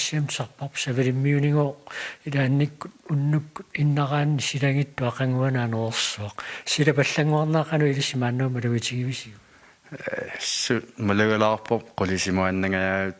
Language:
Kalaallisut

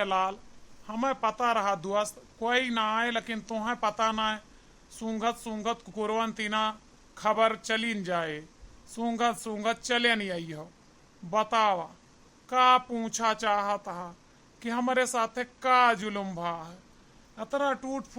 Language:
Awadhi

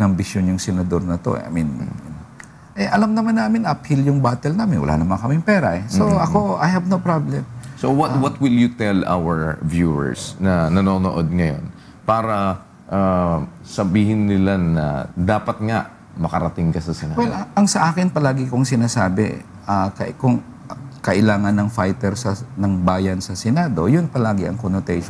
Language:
Filipino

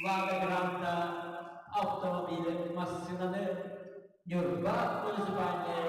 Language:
Yakut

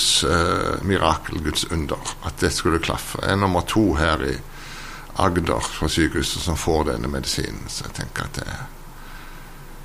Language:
Norwegian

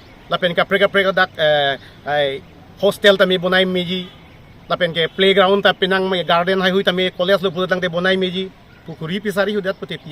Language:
Karbi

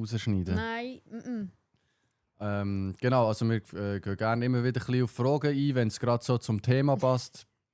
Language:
Swiss German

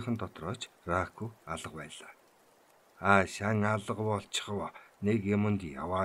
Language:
Mongolian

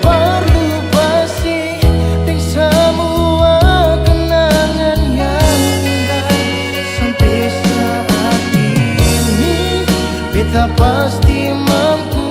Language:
Ambonese Malay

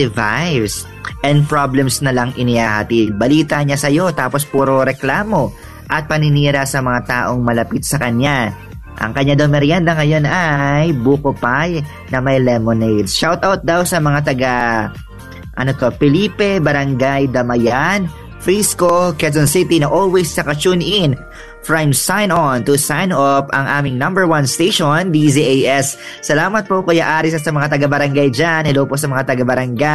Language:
Filipino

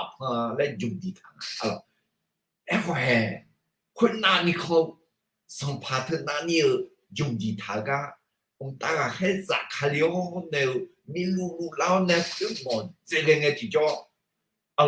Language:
Akha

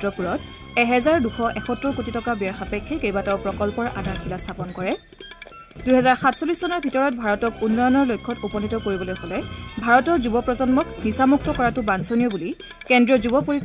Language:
Assamese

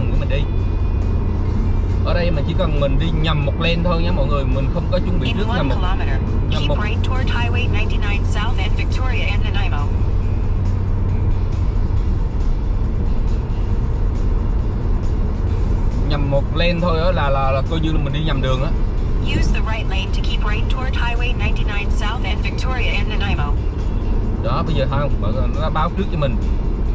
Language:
Vietnamese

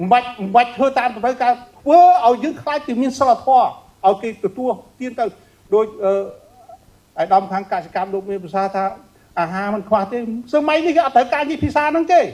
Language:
Khmer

